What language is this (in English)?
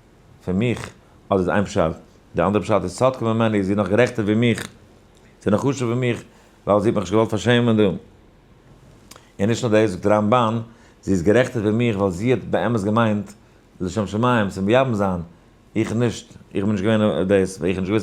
Yiddish